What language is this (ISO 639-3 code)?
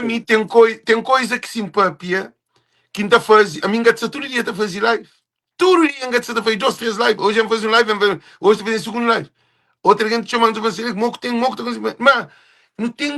kea